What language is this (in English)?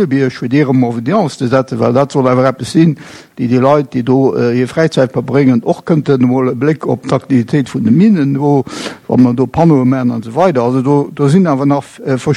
Luxembourgish